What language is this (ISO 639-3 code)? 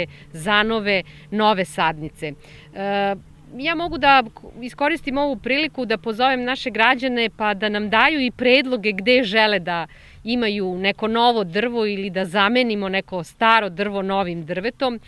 srp